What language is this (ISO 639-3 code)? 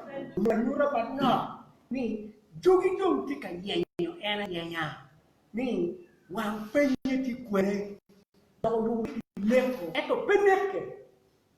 ach